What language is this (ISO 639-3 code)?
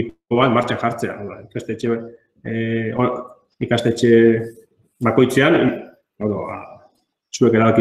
eus